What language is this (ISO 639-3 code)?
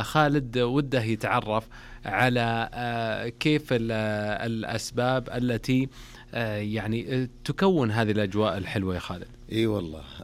ars